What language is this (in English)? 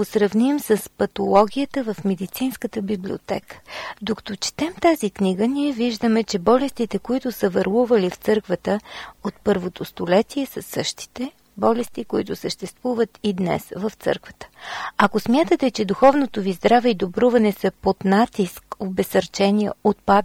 Bulgarian